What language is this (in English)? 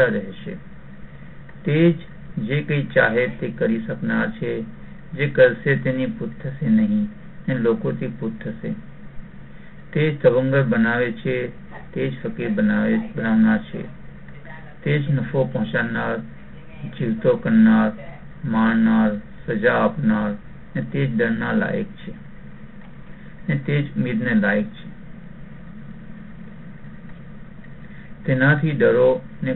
Gujarati